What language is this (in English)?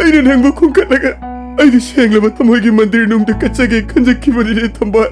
Manipuri